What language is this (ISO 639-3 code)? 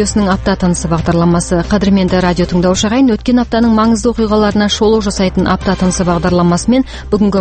kaz